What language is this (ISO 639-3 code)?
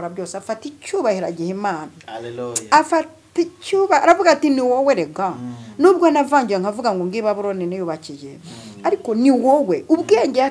kin